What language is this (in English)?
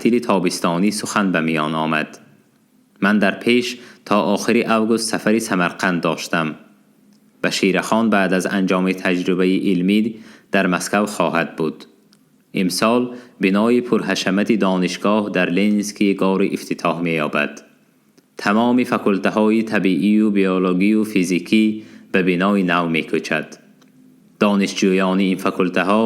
Tajik